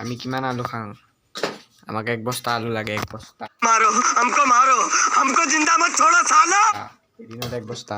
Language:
Assamese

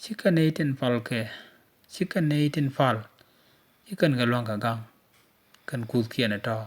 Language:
Nuer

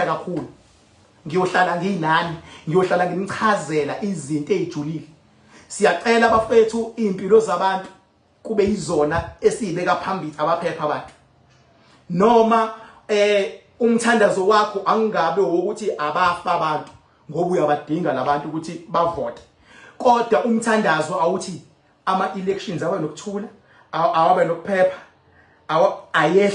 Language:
Zulu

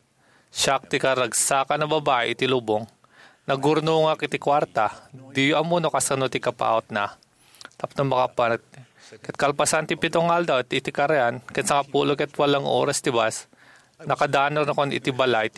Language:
Iloko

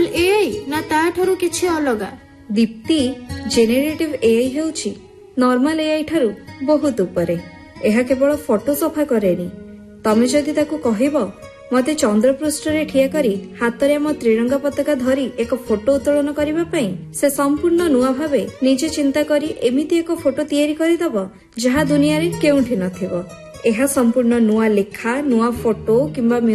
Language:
Odia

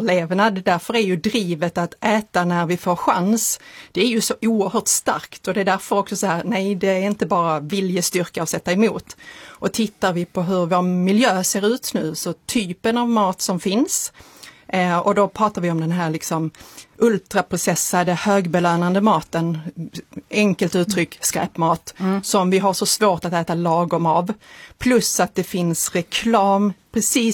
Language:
Swedish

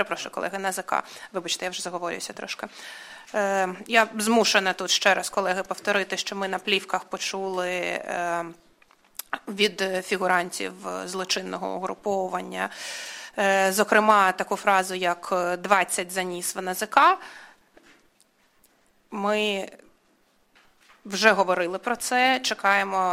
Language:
Ukrainian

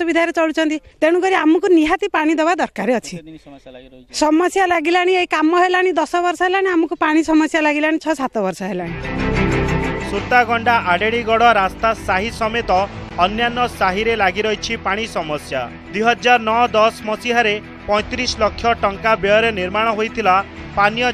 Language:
Odia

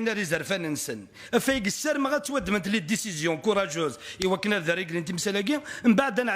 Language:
Kabyle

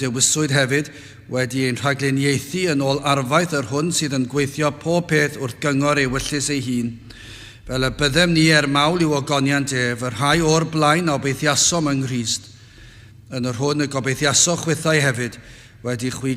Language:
Welsh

